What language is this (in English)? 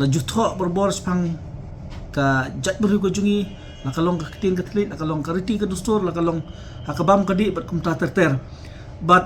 Khasi